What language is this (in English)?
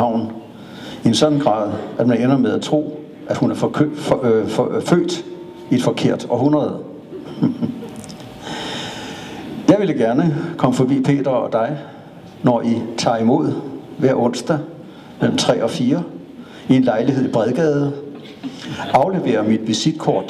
Danish